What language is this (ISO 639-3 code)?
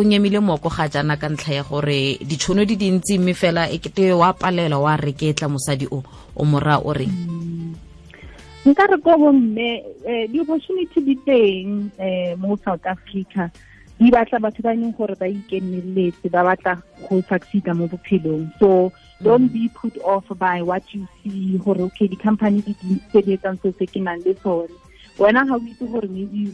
tsn